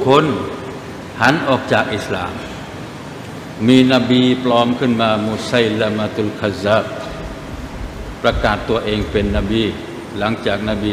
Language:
Thai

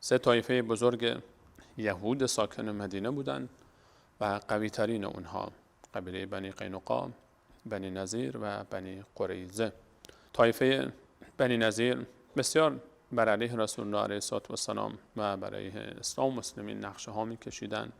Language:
Persian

